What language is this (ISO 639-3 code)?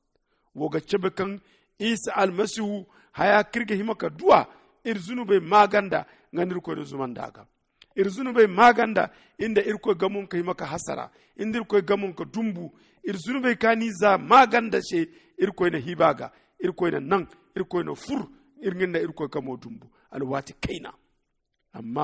dje